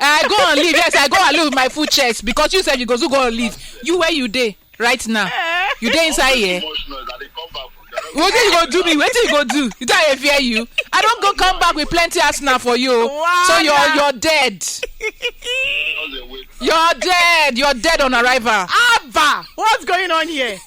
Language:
Nigerian Pidgin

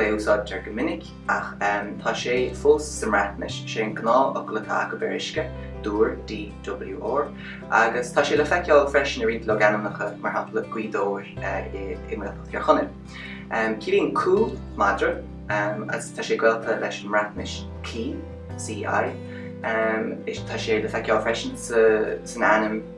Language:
Irish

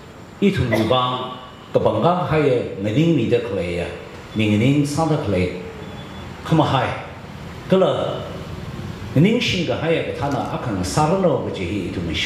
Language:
Tangkhul Naga (India)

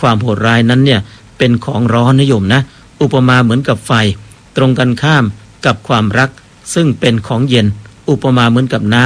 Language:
Thai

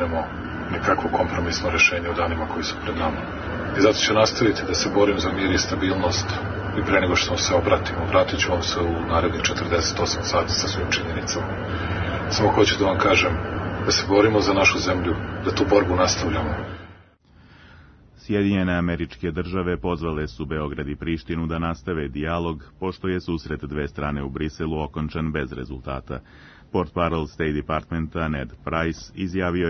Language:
Serbian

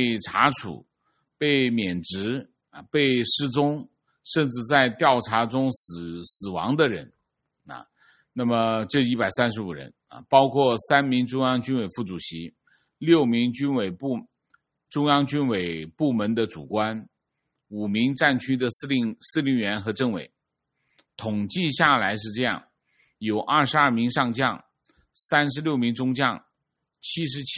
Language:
Chinese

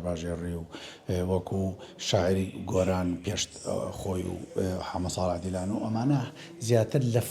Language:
Central Kurdish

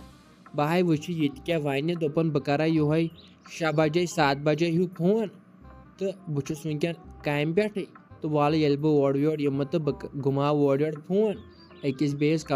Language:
Kashmiri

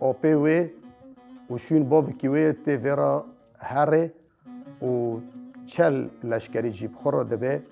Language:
Kurdish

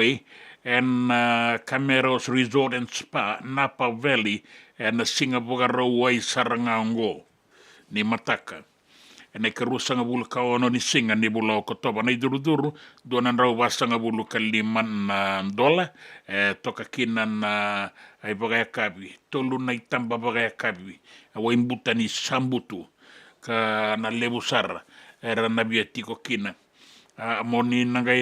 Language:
Fijian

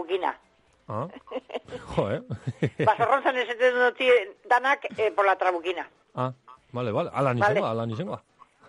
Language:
Basque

